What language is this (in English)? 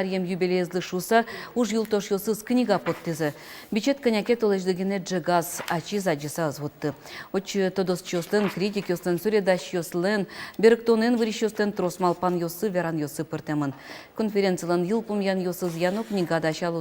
Udmurt